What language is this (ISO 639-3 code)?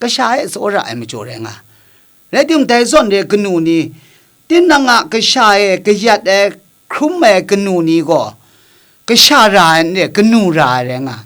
kac